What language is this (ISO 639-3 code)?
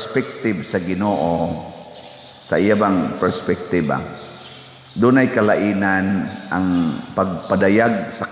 ceb